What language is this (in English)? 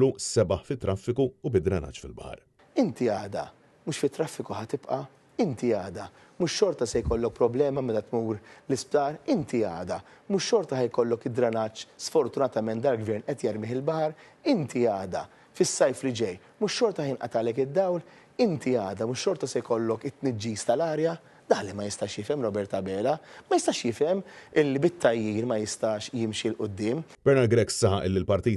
Maltese